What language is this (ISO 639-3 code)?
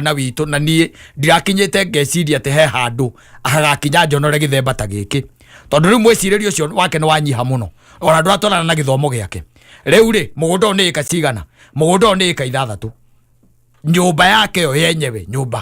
kik